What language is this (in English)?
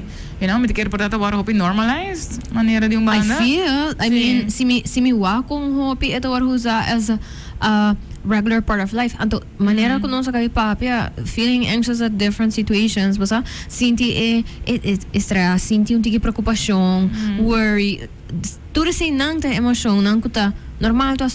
Papiamento